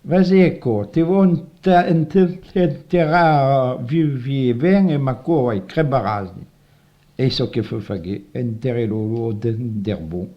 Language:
Occitan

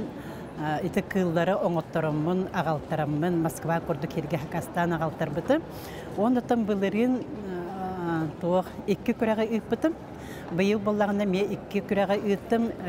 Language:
Yakut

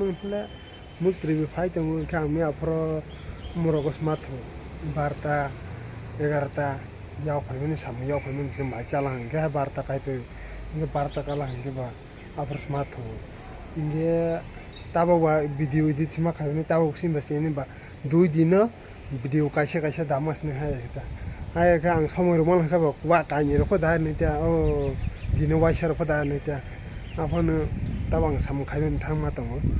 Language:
Kok Borok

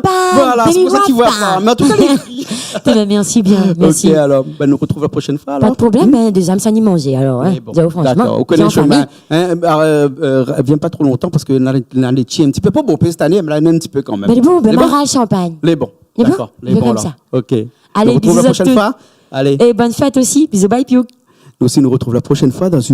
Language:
Réunion Creole French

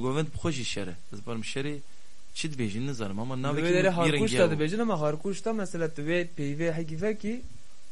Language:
Kurdish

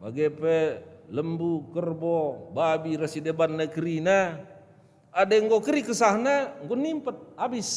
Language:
Batak Karo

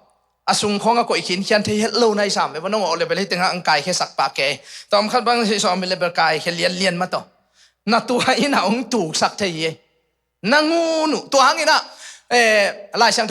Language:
Tedim Chin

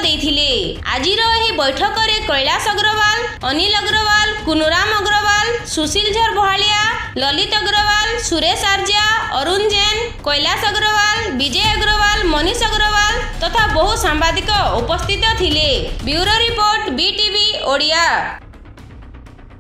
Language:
Odia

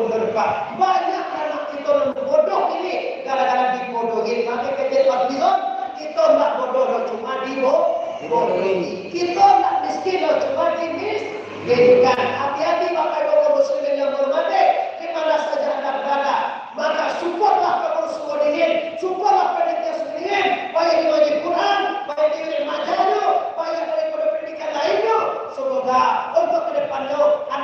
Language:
Minangkabau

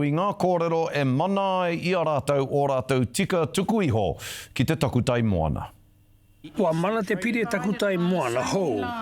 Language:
Māori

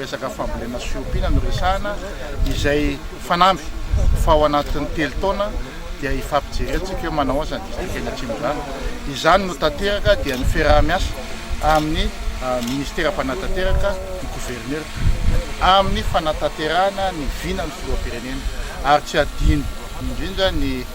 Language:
Malagasy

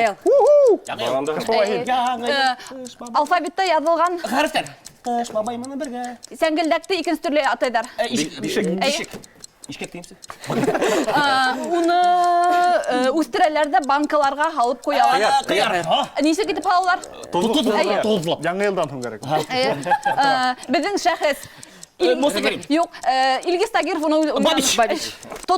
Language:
Bashkir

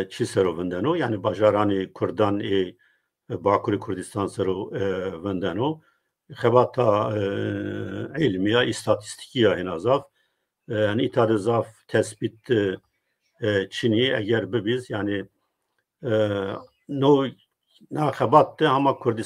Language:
Zaza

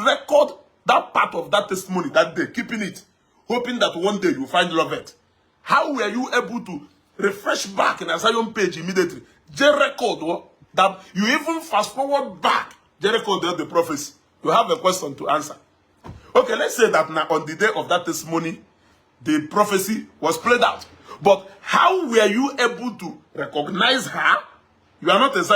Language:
Igbo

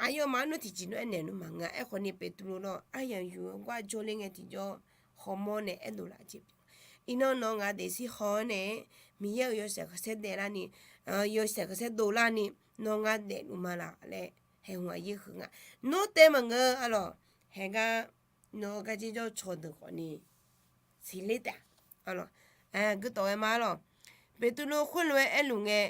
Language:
Akha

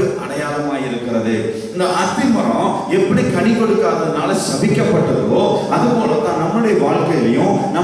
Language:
Tamil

